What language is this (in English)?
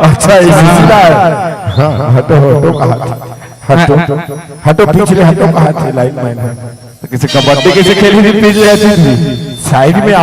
Chhattisgarhi